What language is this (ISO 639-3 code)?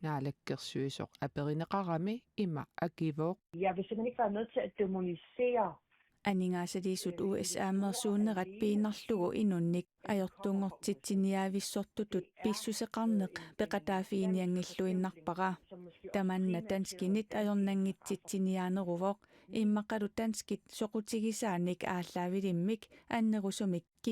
kal